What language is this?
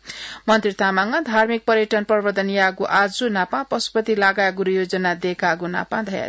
Newari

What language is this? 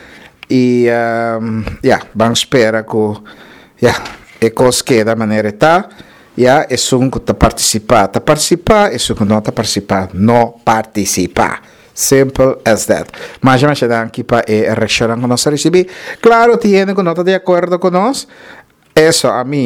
Papiamento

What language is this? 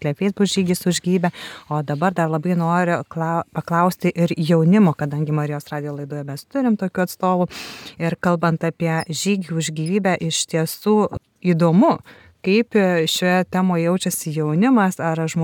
Lithuanian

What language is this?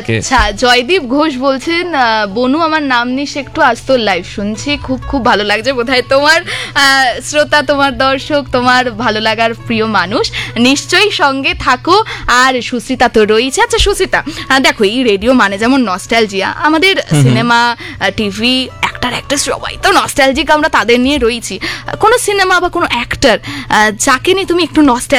Bangla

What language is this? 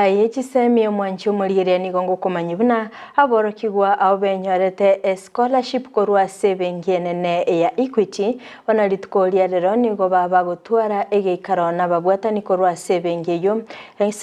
Gusii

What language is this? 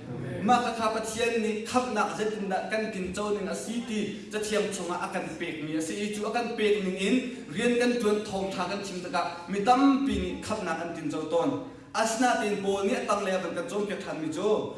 Hakha Chin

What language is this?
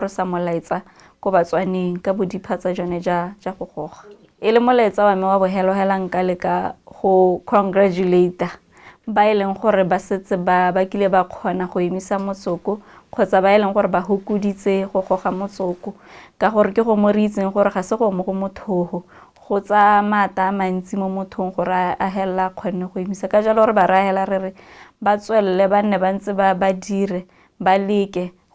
Tswana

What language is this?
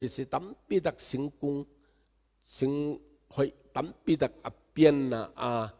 Tedim Chin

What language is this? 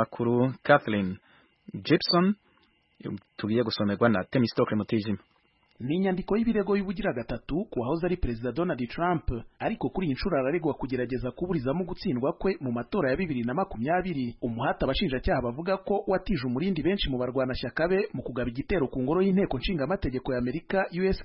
Kinyarwanda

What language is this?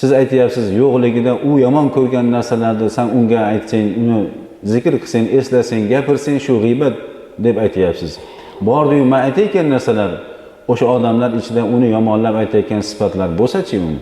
Uzbek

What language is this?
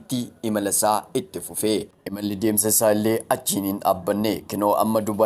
Oromo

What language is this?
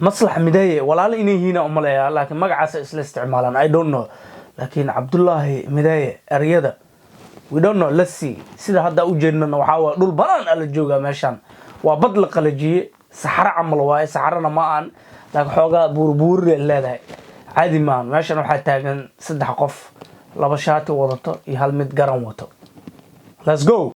Somali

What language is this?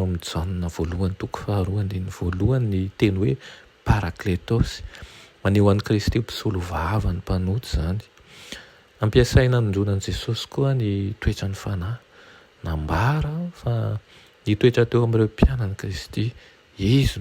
Malagasy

